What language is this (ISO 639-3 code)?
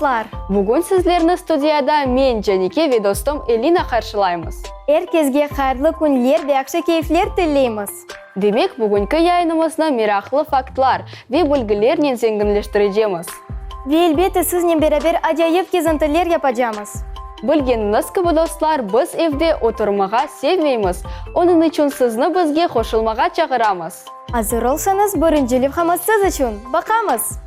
crh